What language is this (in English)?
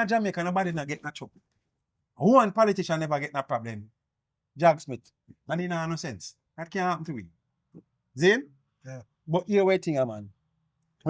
Jamaican Creole English